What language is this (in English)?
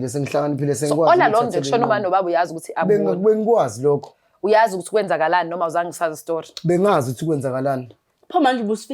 Zulu